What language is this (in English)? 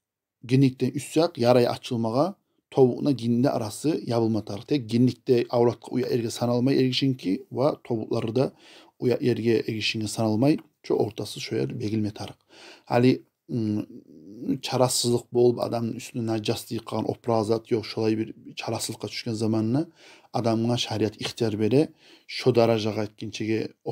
Kumyk